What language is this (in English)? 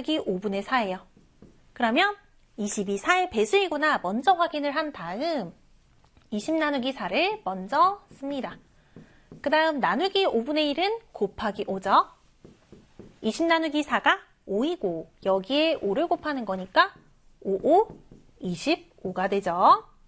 Korean